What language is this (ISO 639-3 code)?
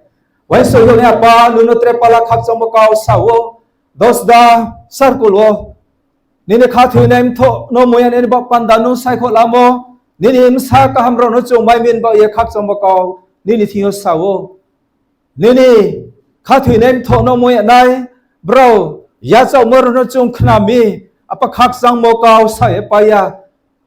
ria